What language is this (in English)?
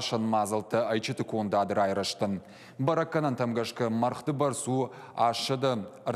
Ossetic